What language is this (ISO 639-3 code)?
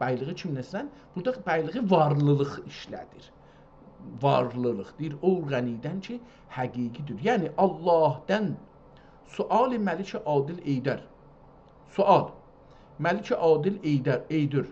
azb